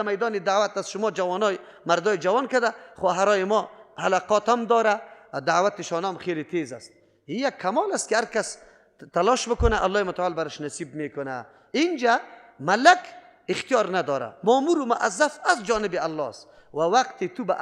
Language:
Persian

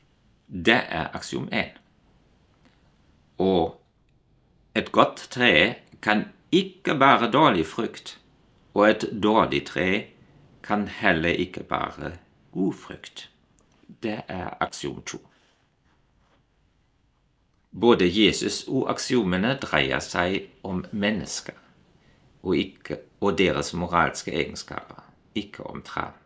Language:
Norwegian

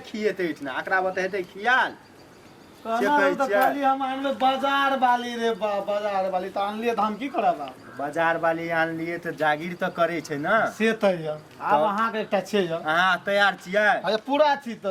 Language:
Maithili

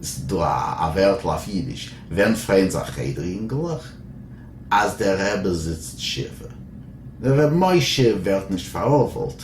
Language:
Yiddish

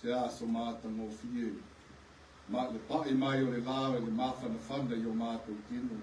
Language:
Samoan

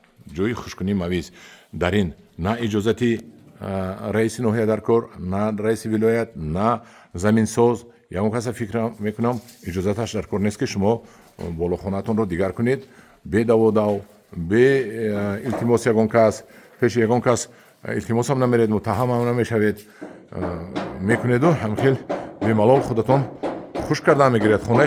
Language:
Tajik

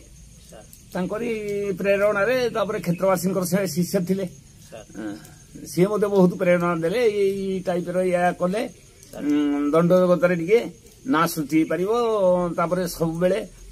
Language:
Odia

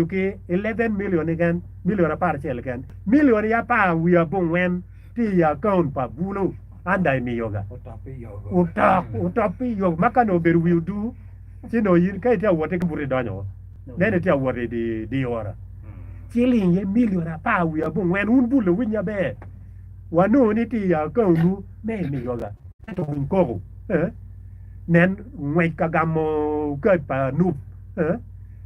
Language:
Acoli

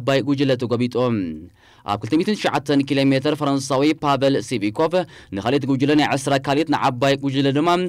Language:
Tigrinya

